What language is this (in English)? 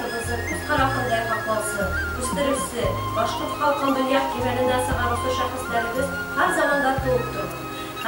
Bashkir